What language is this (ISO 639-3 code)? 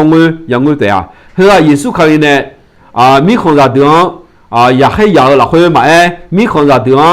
ahk